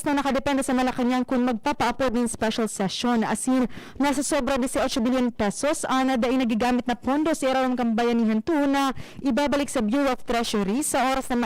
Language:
Bikol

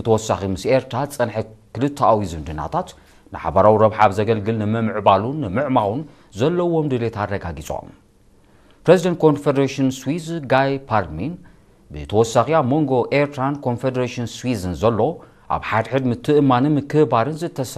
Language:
Tigrinya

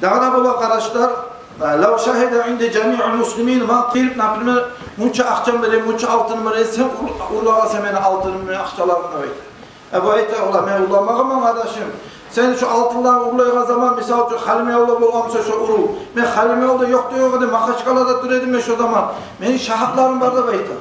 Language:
Kumyk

